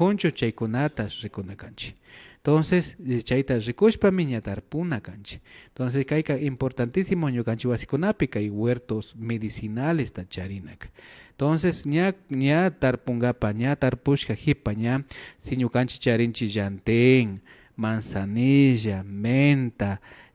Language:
Imbabura Highland Quichua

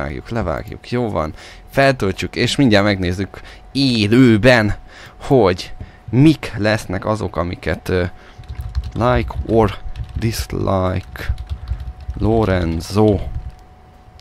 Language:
Hungarian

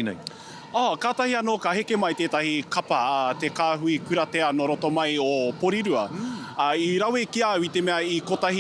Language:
Māori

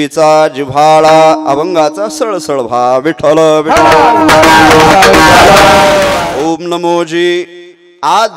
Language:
Marathi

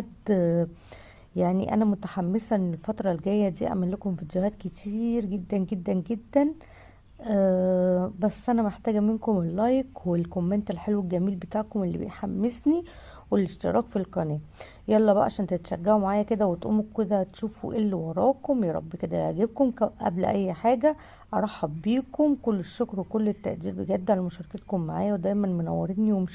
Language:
Egyptian Arabic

